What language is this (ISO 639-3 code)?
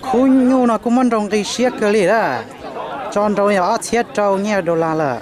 hmn